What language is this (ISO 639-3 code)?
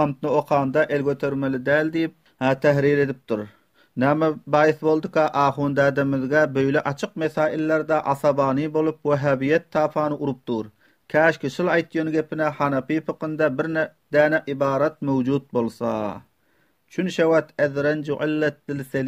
tuk